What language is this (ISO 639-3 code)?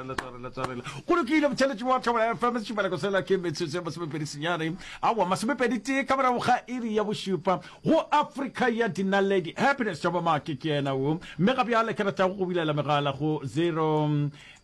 nso